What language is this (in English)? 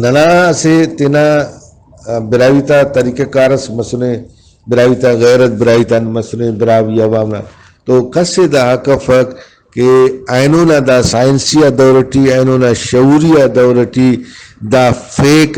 Brahui